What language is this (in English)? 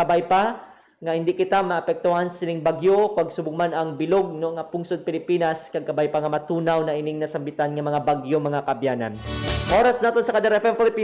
Hiligaynon